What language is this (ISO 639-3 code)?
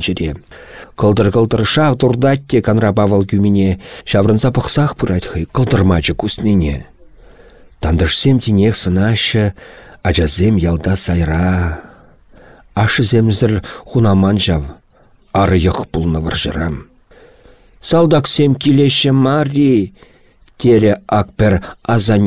chv